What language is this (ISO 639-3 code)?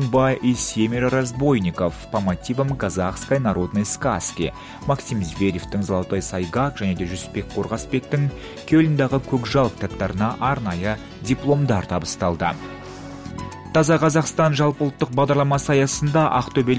kaz